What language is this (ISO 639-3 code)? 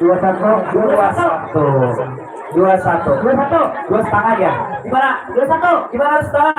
bjn